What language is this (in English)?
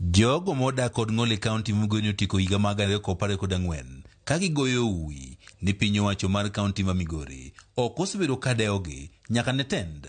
Luo (Kenya and Tanzania)